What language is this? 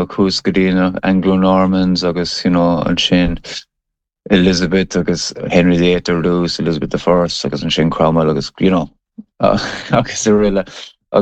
Irish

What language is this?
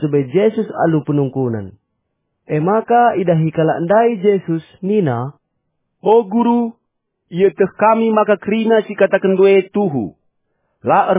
Batak Karo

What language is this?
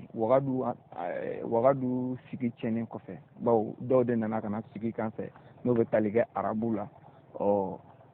Bambara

